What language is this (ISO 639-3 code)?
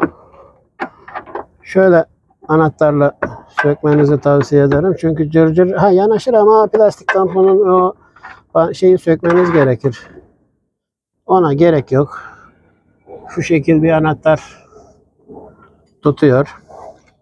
tur